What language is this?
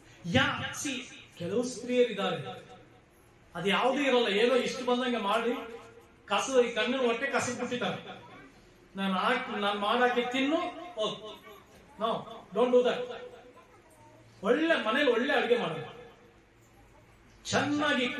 Kannada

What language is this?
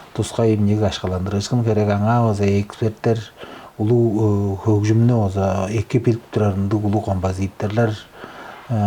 Tuvinian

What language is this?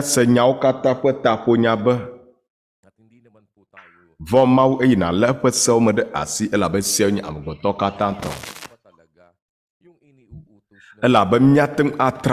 Ewe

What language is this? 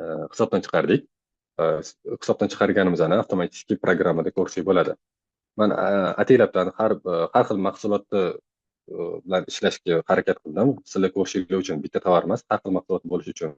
Uzbek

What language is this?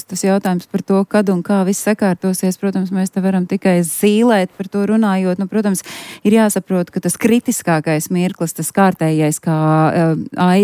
Latvian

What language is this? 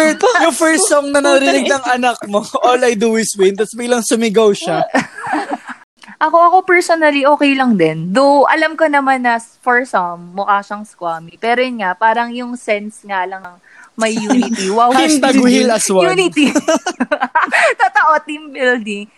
Filipino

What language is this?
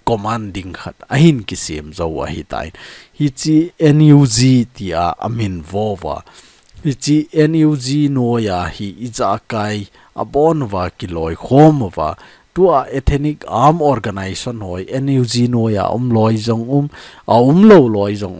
Thado Chin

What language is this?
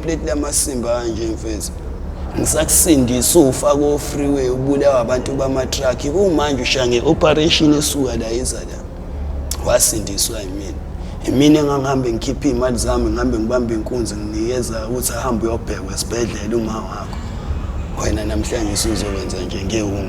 Zulu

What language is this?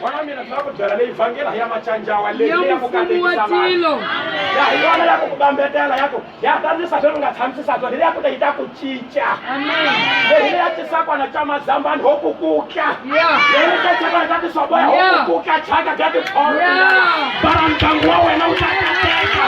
Tsonga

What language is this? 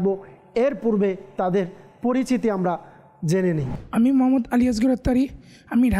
Bangla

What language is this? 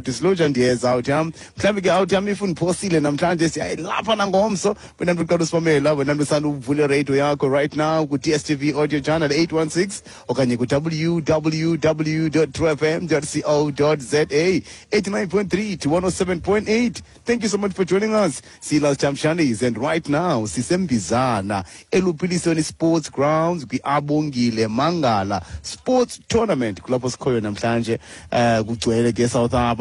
Xhosa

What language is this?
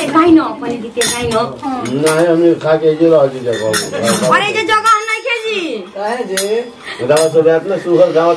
Bhojpuri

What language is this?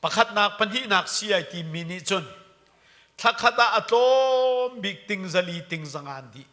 Hakha Chin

